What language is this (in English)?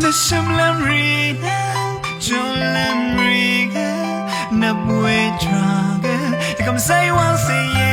Rawang